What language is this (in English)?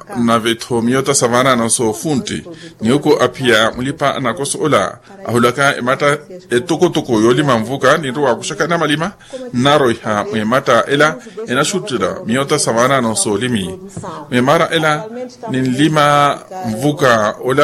Makhuwa